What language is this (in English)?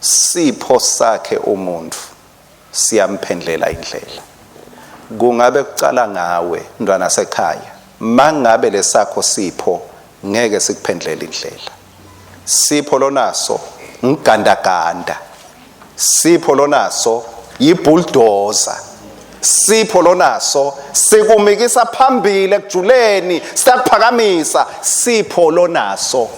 Swati